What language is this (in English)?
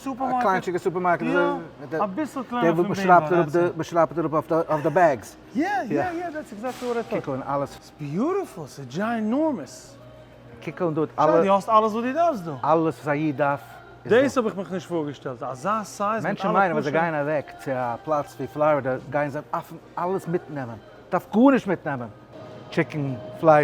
Yiddish